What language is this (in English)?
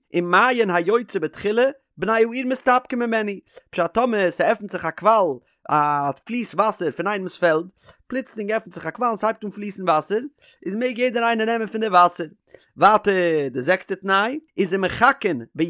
Yiddish